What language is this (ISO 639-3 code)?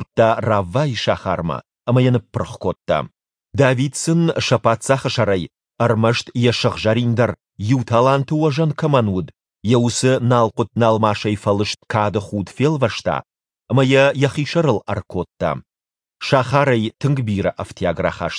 oss